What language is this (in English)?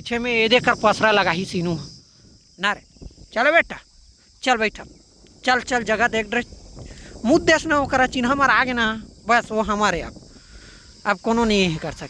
Chhattisgarhi